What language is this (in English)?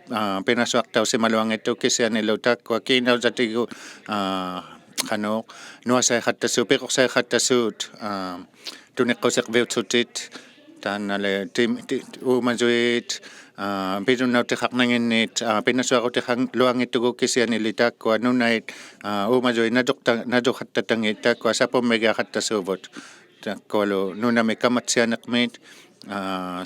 Inuktitut